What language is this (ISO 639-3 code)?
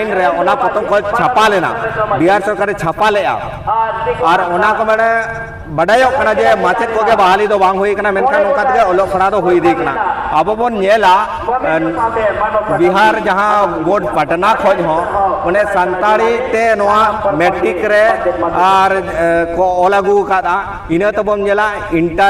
sat